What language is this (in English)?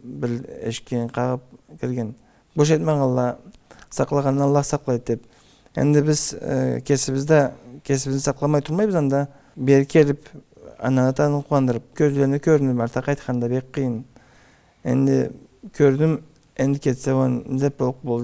Karachay-Balkar